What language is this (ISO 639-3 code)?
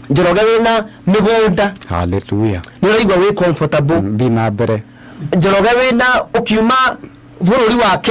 kik